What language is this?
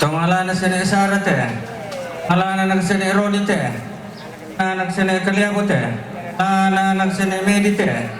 Toraja-Sa'dan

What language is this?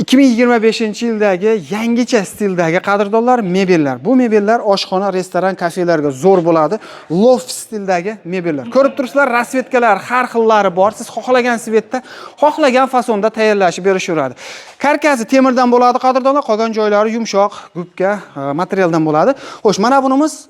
Uzbek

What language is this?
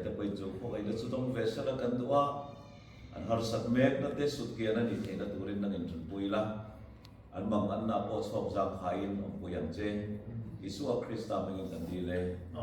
Mizo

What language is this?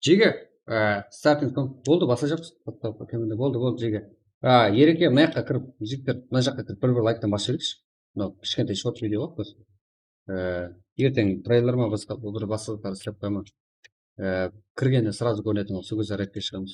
Kara-Kalpak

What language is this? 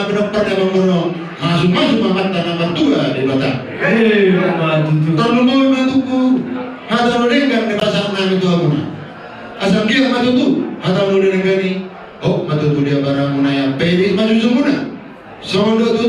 Batak Toba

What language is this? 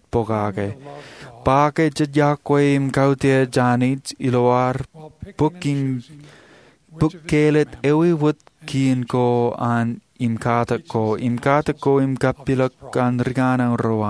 Marshallese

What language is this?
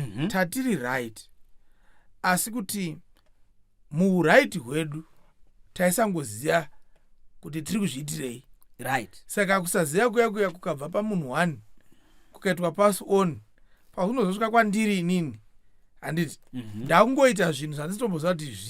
Shona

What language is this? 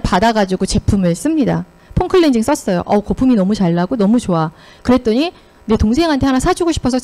Korean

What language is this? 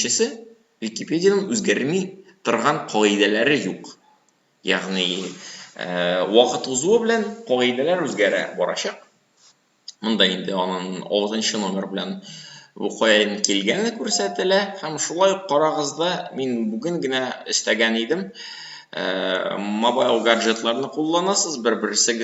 Tatar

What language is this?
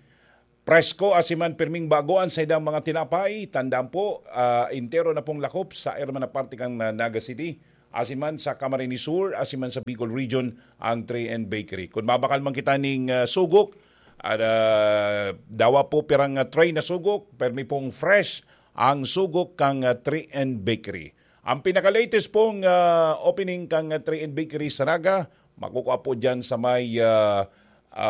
Bikol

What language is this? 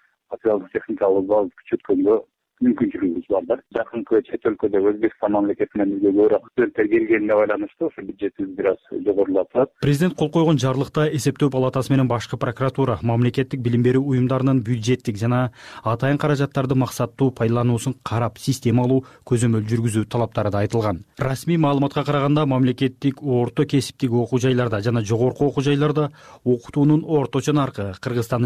Kyrgyz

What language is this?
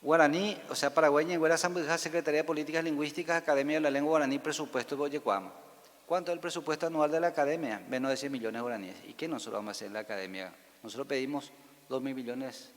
Guarani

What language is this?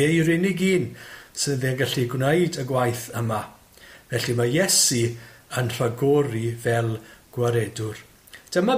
Welsh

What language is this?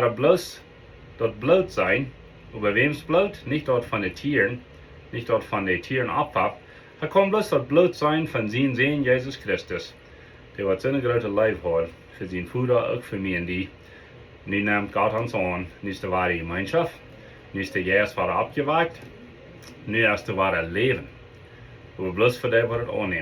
Plautdietsch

